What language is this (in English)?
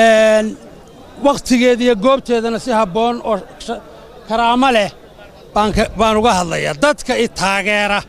Somali